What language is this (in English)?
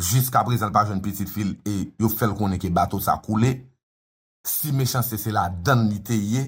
Haitian Creole